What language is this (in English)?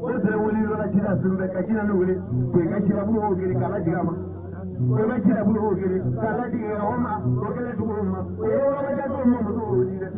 Bambara